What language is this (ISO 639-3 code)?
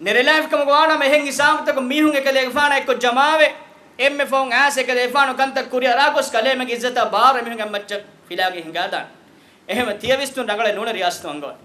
div